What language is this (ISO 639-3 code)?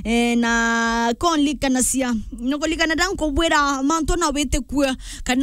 mer